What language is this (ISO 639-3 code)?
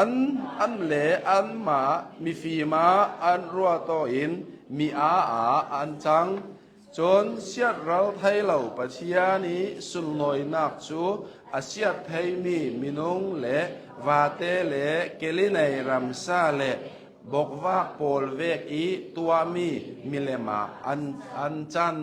cnh